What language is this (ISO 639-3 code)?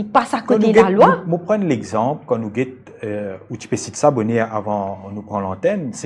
mfe